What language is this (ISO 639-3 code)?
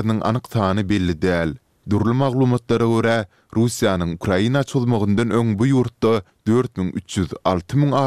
tuk